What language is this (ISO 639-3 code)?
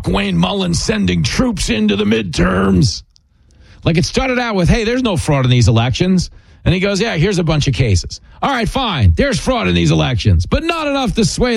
eng